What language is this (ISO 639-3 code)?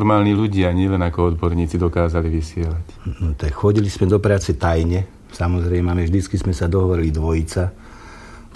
slk